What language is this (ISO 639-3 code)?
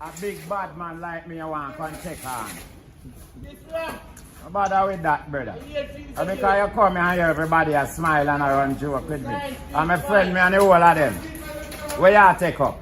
jam